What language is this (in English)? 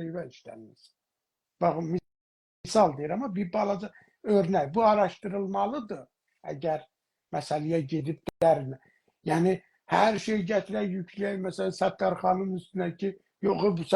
South Azerbaijani